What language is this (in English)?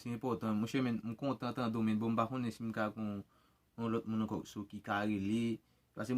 Haitian Creole